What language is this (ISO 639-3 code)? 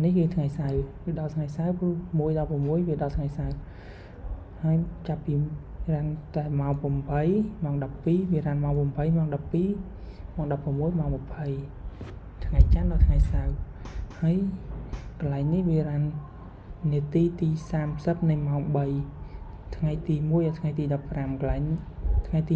khm